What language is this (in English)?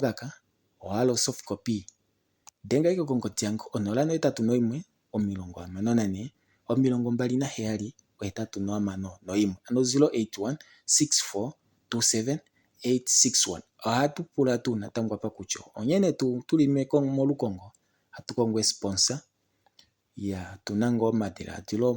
Kuanyama